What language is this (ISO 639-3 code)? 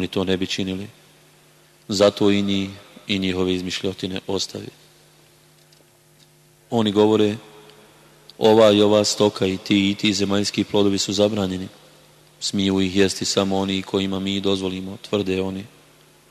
bos